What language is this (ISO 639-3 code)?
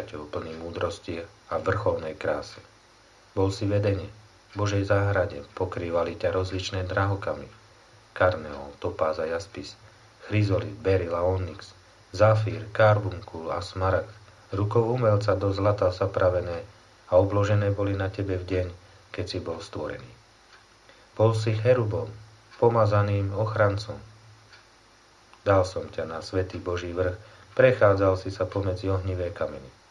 slk